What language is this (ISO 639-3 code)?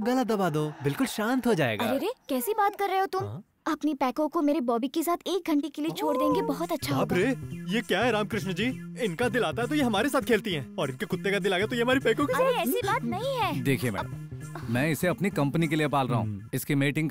hin